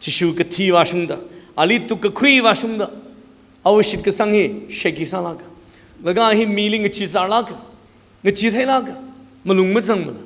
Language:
Tangkhul Naga (India)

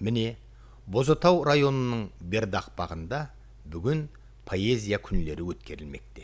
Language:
Kara-Kalpak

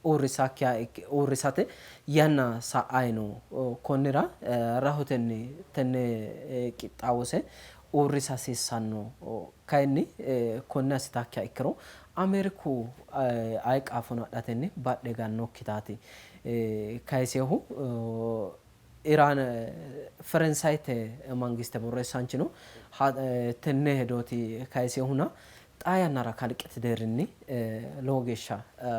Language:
Sidamo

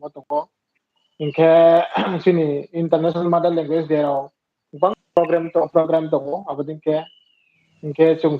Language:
Riang (India)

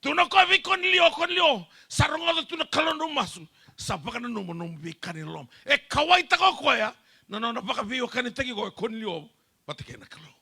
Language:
Fijian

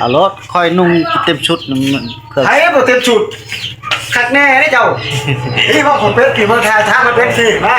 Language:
Northeastern Thai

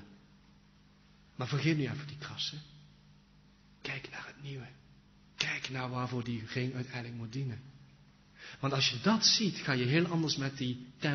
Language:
Dutch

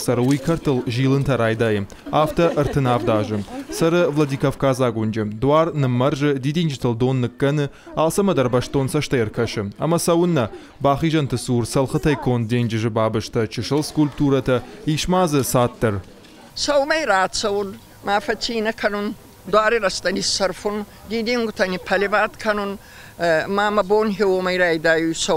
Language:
Ossetic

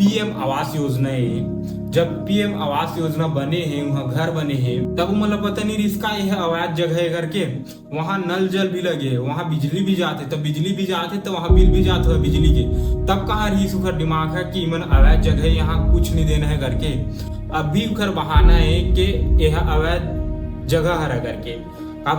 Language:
Chhattisgarhi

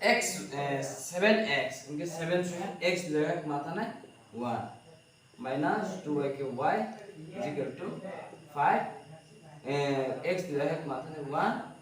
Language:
Riang (India)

